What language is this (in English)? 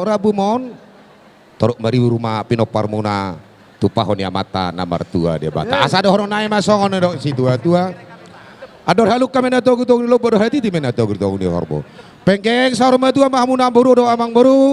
Batak Toba